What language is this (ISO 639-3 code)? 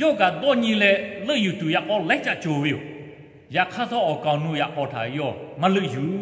lhu